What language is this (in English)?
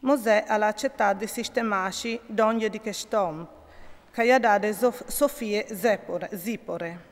Friulian